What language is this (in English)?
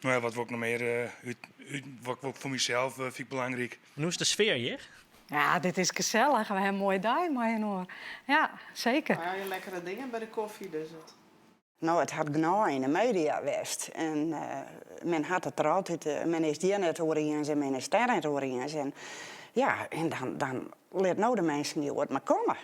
Western Frisian